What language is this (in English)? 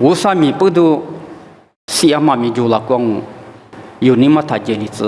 Lisu